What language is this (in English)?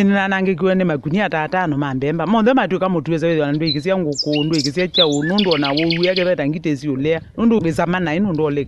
Kamba